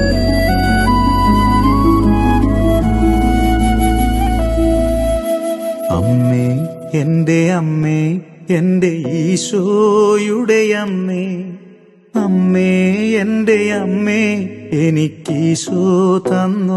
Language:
Malayalam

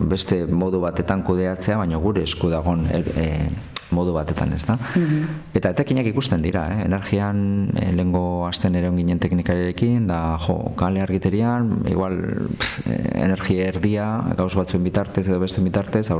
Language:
Basque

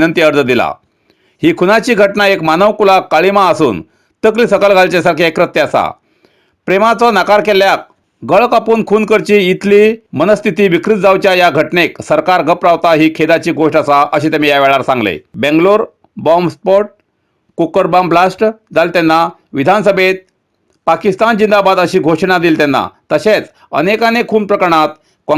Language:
Konkani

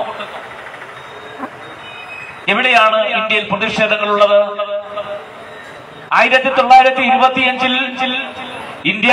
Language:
Malayalam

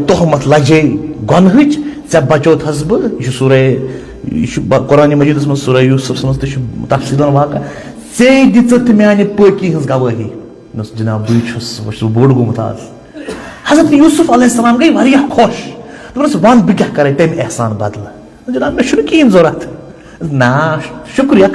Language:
Kashmiri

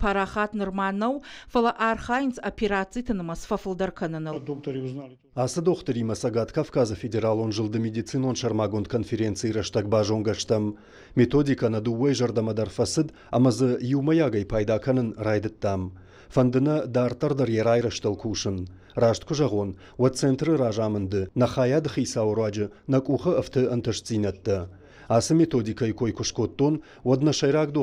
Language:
Ossetic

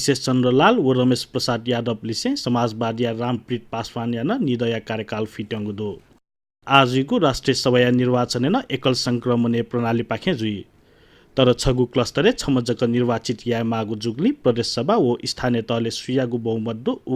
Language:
Newari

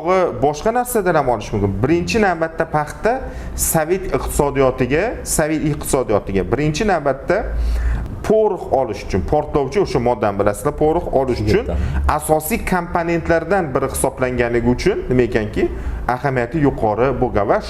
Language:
Uzbek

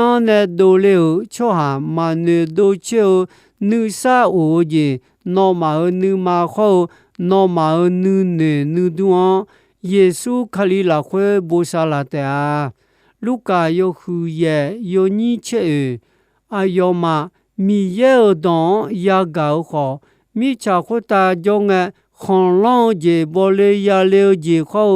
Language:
Akha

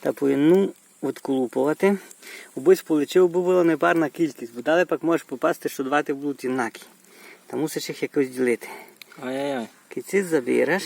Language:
Rusyn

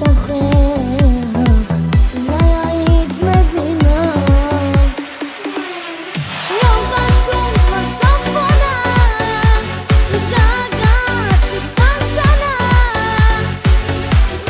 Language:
Hebrew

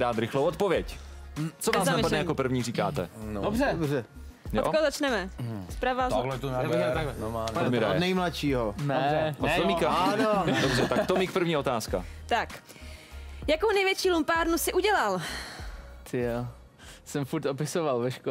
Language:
Czech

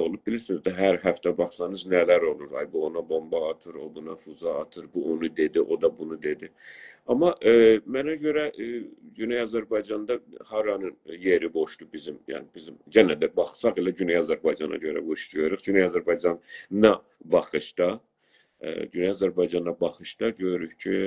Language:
South Azerbaijani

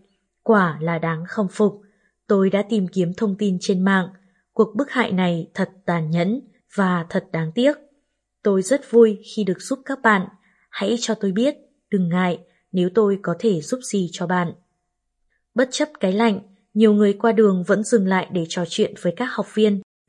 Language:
Vietnamese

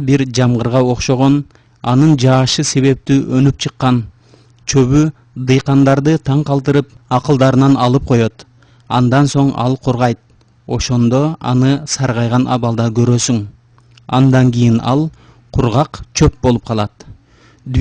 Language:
Kyrgyz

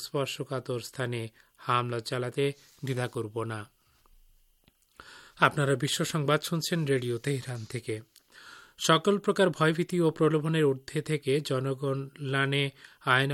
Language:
Bangla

